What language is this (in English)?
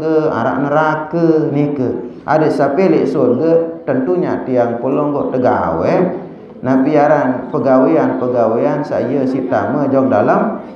Sasak